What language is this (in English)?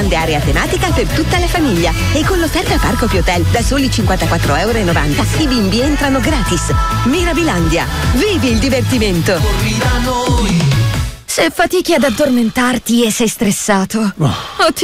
Italian